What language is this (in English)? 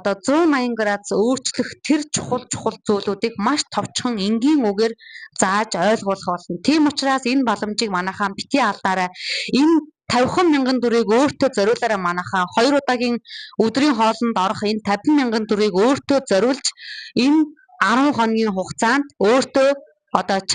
Mongolian